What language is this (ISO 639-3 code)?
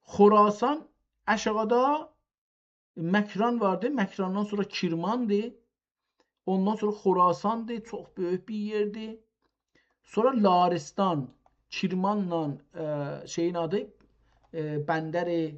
azb